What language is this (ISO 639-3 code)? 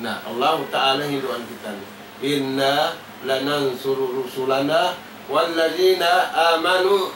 tsg